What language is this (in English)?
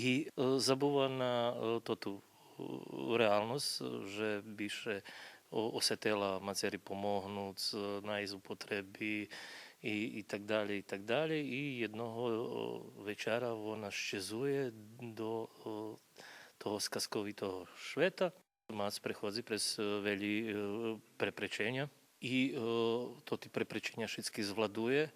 Rusyn